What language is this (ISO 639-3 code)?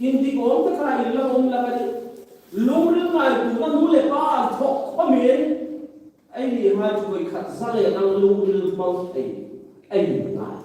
hmr